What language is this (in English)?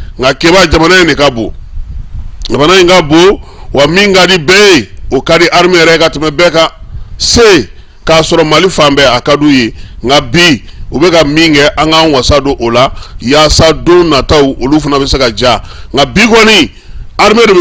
Bambara